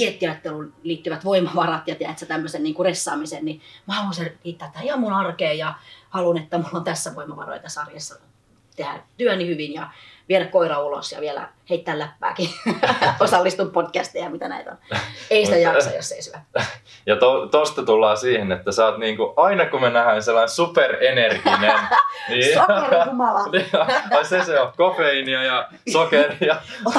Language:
Finnish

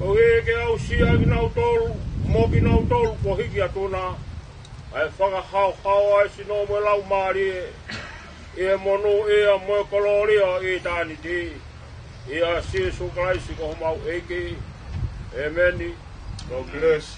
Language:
Tongan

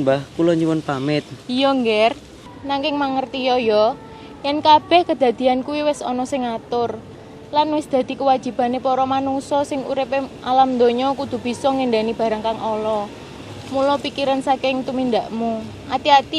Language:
Javanese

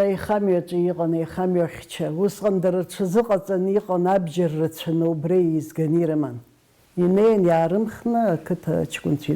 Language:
Abkhazian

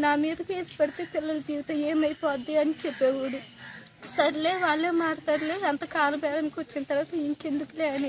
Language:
Telugu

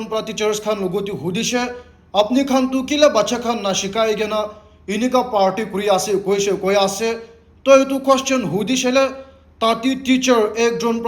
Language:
Naga Pidgin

